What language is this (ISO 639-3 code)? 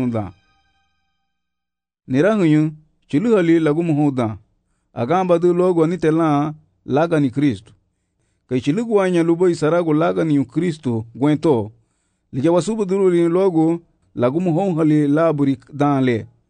cab